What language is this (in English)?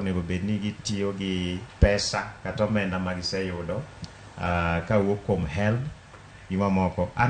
Luo (Kenya and Tanzania)